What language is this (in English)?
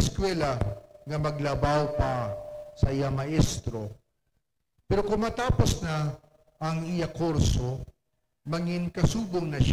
Hiligaynon